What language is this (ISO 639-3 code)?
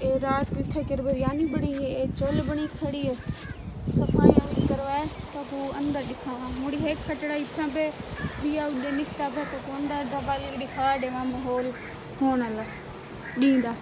skr